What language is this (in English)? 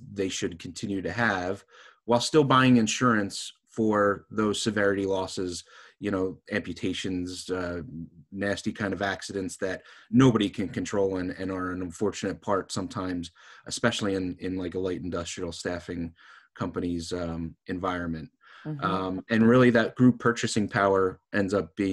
English